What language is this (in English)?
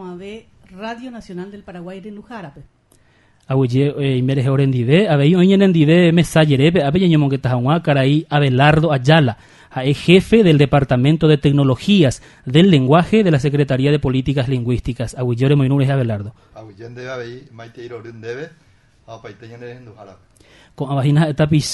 Guarani